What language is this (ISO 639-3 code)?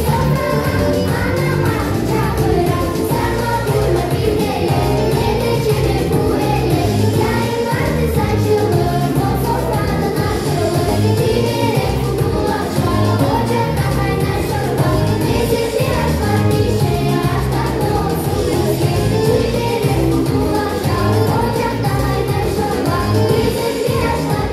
crh